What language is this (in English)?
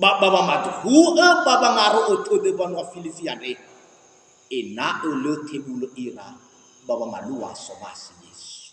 Nias